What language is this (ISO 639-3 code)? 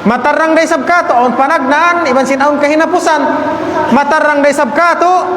tsg